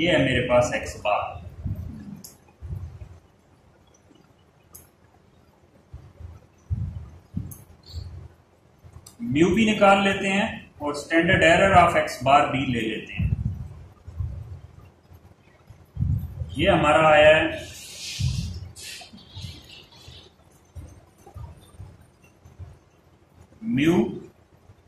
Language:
Hindi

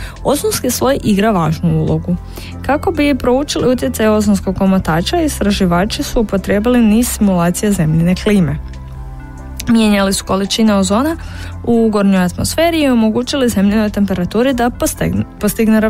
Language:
Croatian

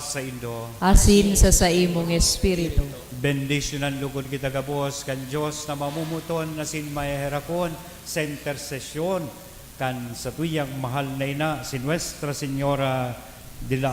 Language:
Bikol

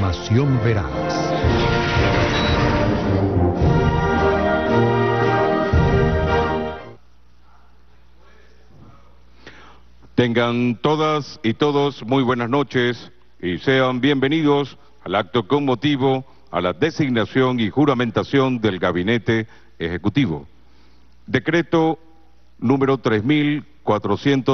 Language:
Spanish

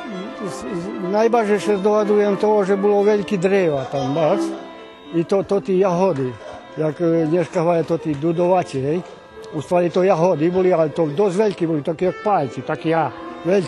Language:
Rusyn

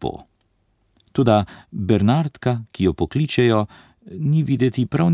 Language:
Slovenian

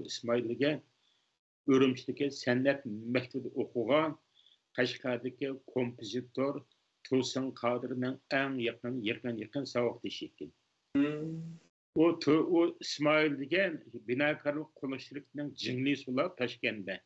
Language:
Uyghur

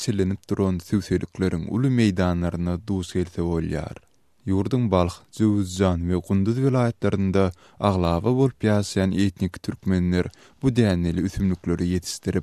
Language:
Turkmen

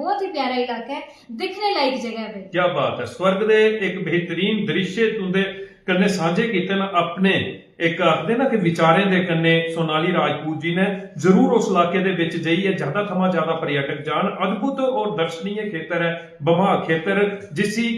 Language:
Dogri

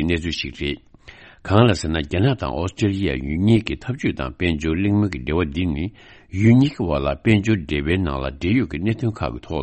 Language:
Tibetan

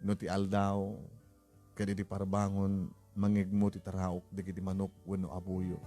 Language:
Iloko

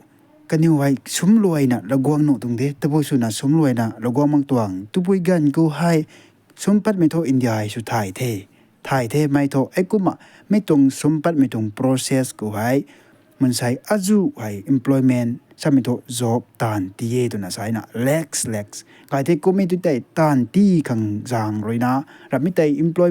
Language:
Rongmei Naga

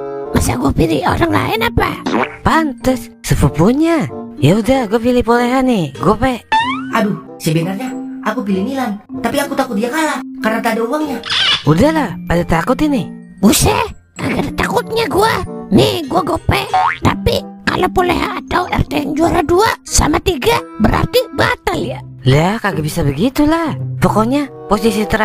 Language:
Betawi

